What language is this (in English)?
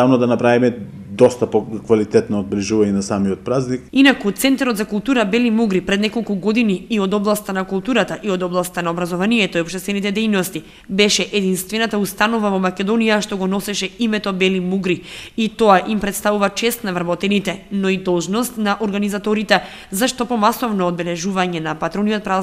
Macedonian